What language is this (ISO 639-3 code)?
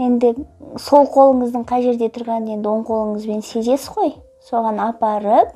kaz